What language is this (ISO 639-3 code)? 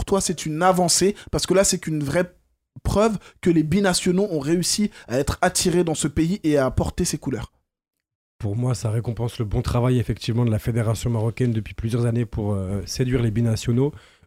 fra